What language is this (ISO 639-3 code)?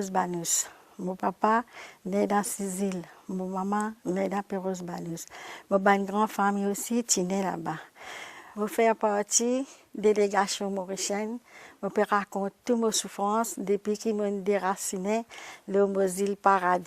mfe